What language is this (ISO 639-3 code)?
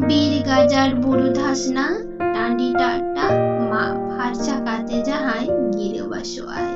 sat